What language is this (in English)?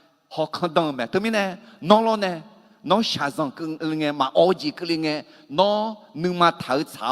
Akha